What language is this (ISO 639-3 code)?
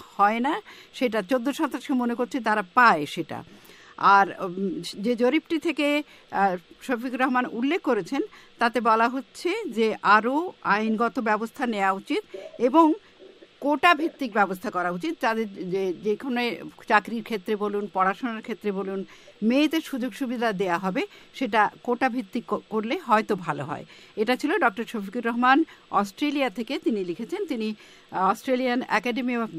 ben